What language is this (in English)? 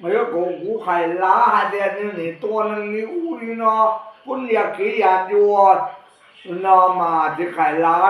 Hmong